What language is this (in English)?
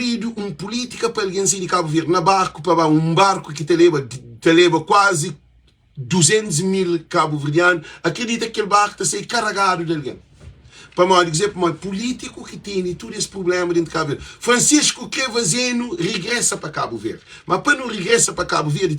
Kabuverdianu